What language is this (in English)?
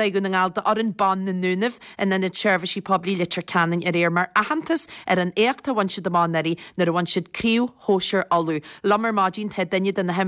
Irish